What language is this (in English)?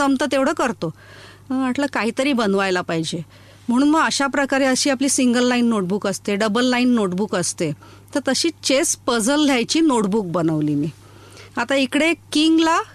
Marathi